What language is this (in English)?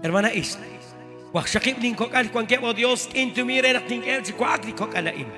Kekchí